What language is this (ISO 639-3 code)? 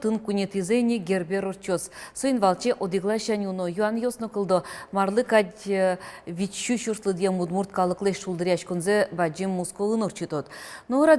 udm